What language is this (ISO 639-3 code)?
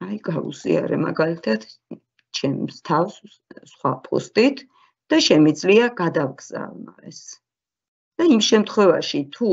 kat